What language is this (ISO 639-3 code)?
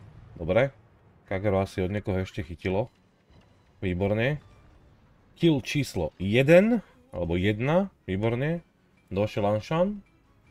slk